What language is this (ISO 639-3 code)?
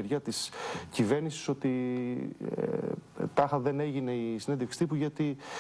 ell